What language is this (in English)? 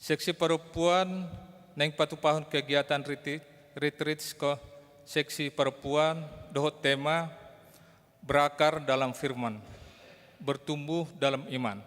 Batak Toba